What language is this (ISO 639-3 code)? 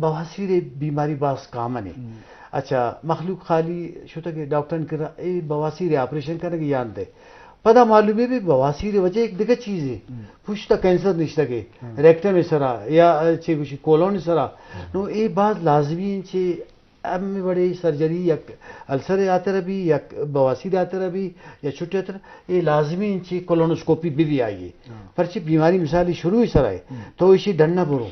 bgp